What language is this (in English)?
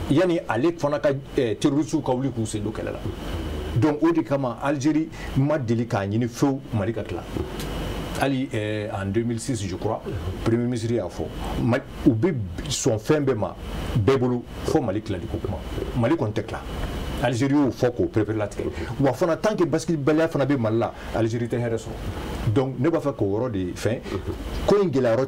Bambara